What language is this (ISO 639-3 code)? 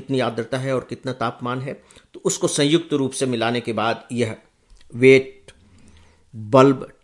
hin